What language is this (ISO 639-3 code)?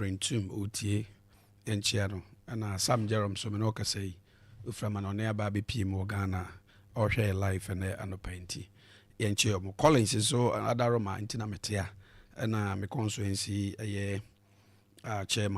aka